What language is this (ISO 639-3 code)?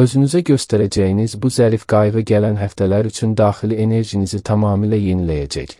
aze